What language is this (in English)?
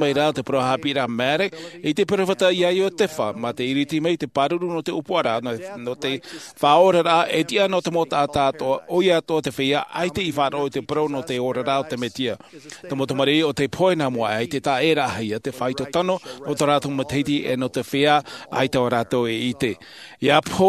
Tahitian